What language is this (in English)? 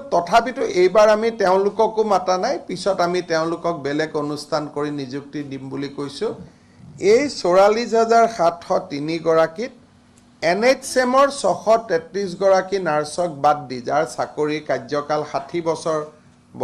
Assamese